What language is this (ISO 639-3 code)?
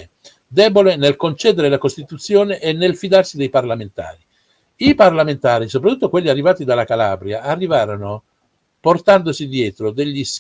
ita